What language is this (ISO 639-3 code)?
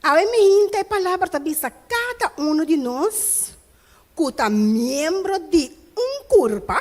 pap